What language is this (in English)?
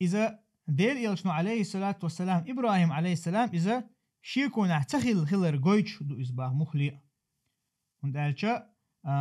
Chechen